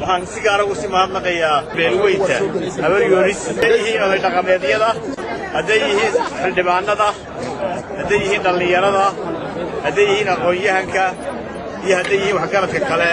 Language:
Somali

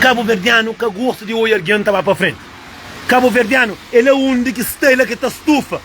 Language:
Kabuverdianu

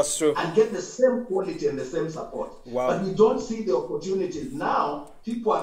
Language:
English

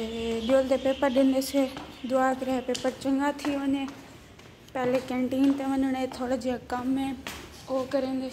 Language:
Saraiki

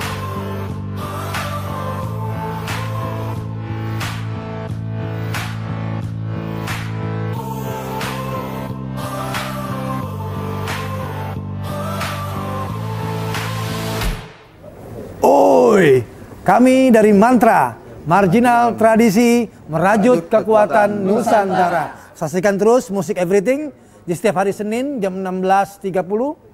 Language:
Indonesian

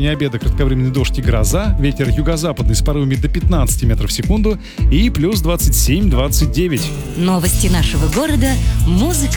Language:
Russian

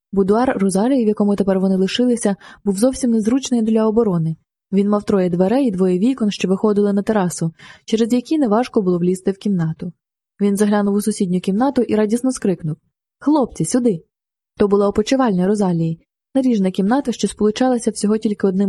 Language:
Ukrainian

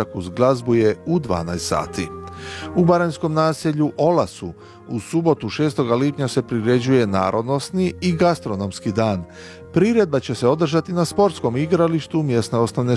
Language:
Croatian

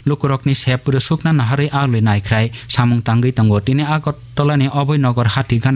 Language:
Kok Borok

